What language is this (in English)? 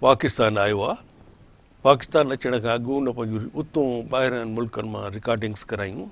Sindhi